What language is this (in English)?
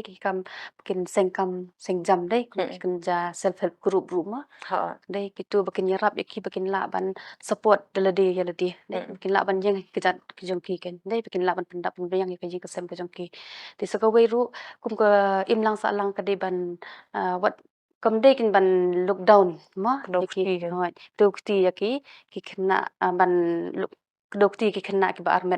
Khasi